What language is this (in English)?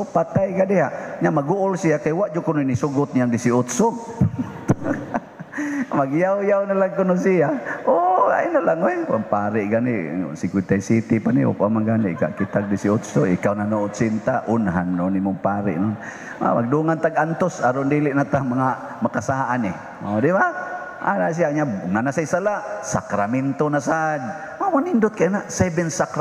Cebuano